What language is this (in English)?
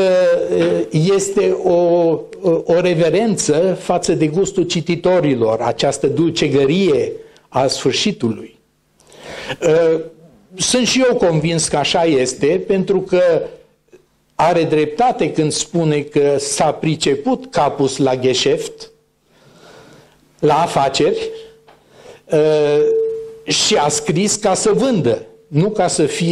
Romanian